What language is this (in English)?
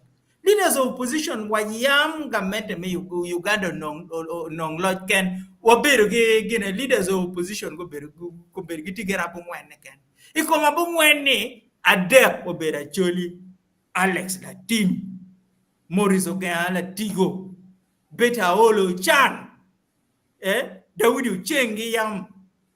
Acoli